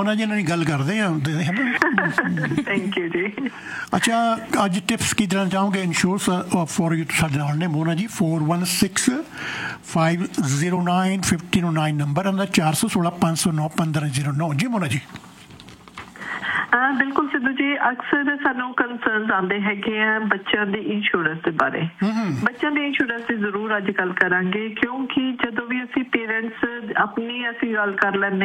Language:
Punjabi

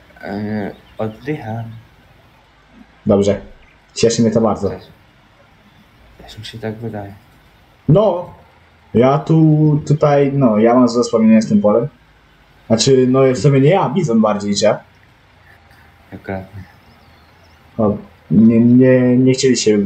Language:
Polish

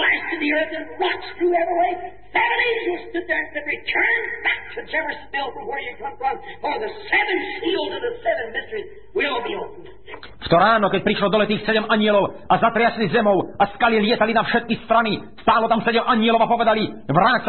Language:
Slovak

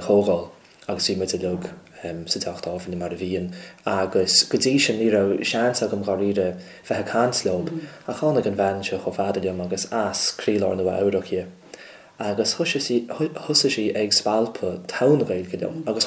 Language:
Irish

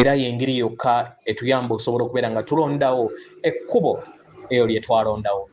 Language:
Ganda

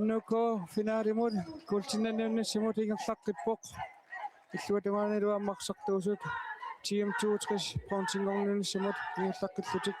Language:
Kalaallisut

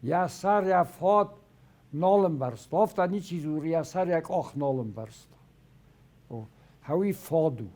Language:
Ossetic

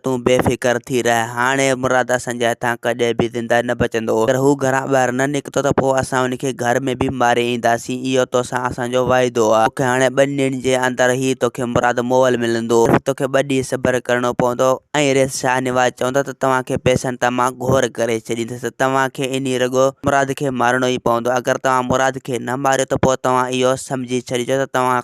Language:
Sindhi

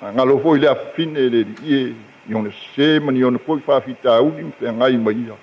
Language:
Samoan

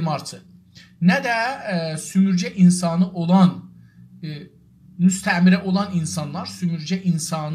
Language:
South Azerbaijani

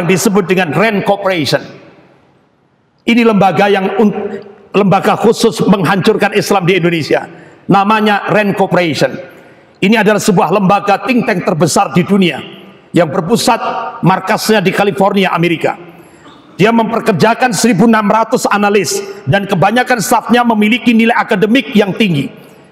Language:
Indonesian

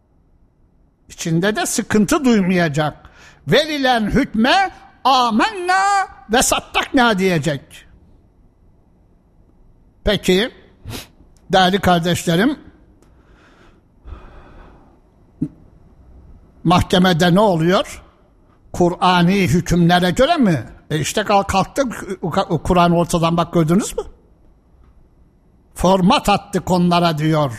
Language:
Turkish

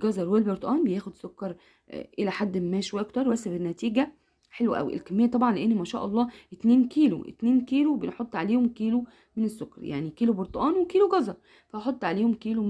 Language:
Egyptian Arabic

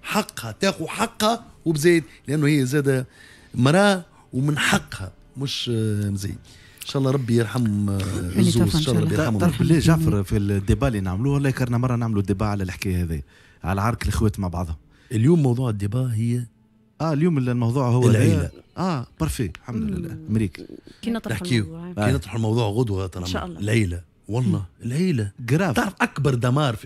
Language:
Tunisian Arabic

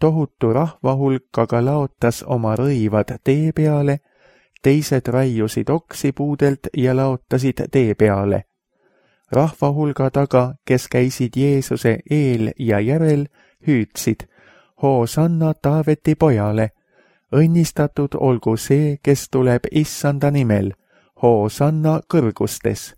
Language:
Estonian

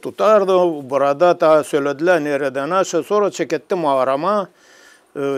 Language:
Gagauz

